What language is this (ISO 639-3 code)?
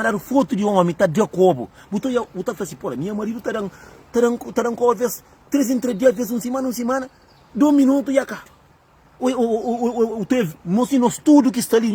kea